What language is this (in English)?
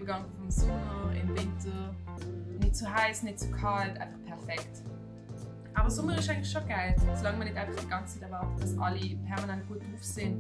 Swiss German